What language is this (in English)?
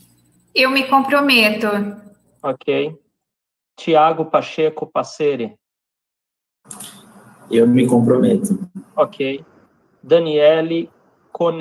Portuguese